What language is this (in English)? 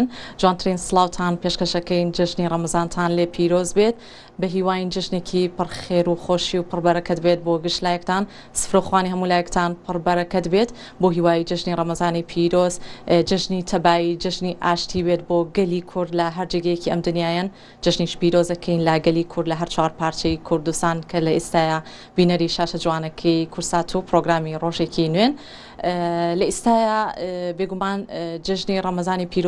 Central Kurdish